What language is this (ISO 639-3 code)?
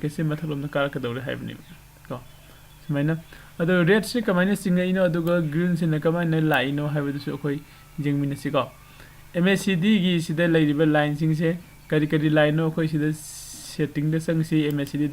mni